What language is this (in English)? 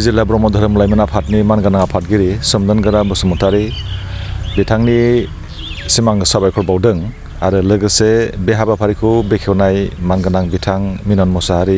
Bodo